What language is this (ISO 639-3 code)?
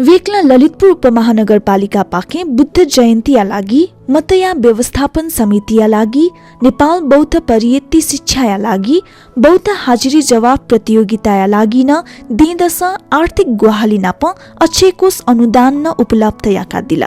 new